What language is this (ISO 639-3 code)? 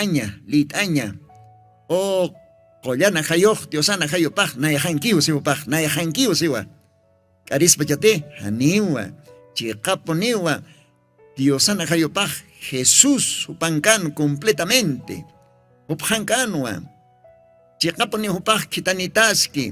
aym